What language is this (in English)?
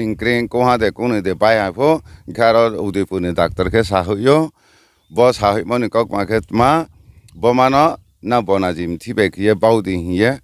Riang (India)